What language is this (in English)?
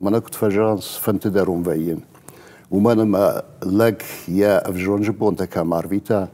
Ossetic